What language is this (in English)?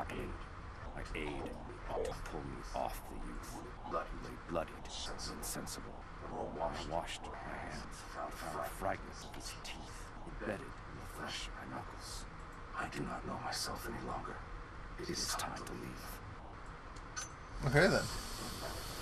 English